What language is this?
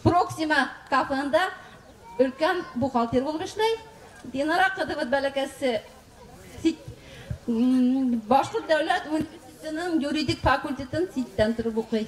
Bashkir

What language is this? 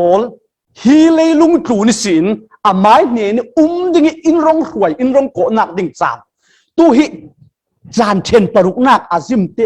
Falam Chin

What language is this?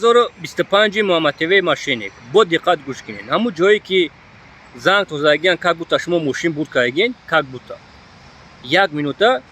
Tajik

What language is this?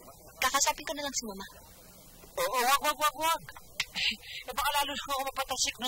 Filipino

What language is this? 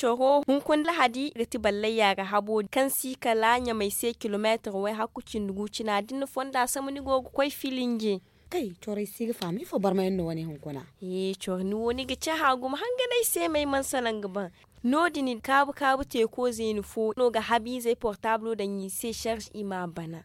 Zarma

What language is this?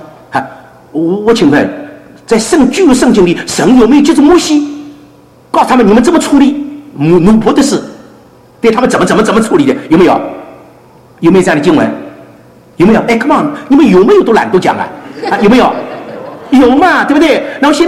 Chinese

